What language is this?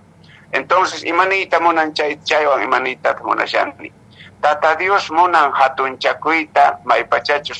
Quechua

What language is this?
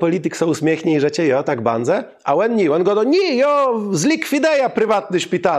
Kashubian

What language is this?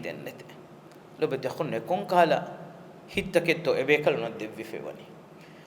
Divehi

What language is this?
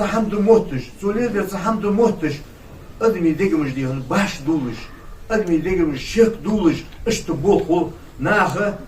Ingush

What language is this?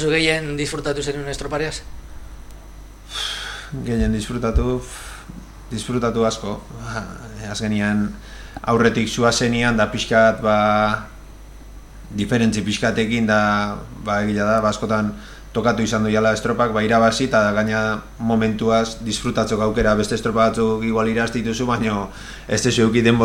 Basque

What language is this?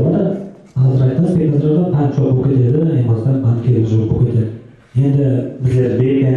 Kara-Kalpak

